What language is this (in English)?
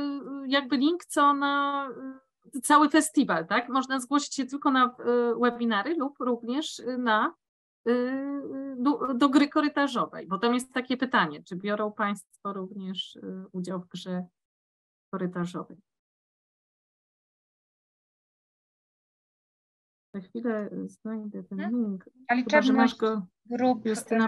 Polish